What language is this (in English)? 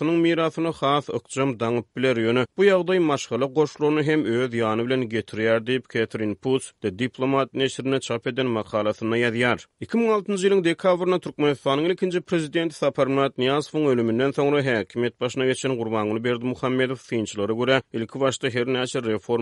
Turkmen